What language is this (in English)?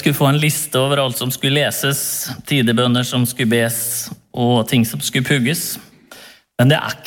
Norwegian